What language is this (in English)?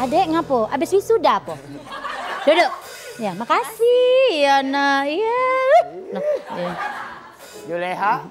Musi